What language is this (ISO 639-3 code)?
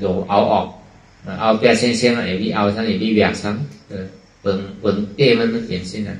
shn